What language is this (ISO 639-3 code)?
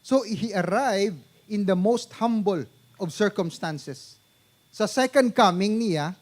hil